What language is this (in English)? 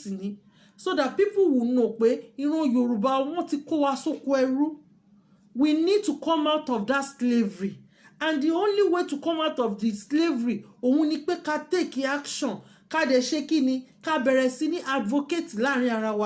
Yoruba